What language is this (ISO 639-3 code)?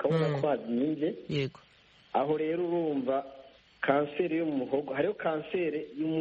kin